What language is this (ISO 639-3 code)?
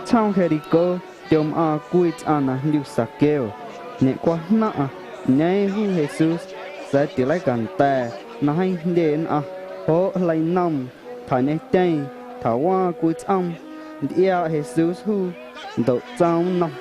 amu